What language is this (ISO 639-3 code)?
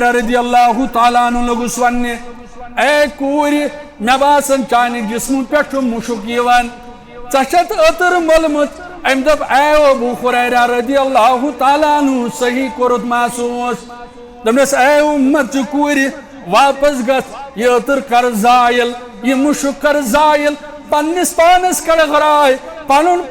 kas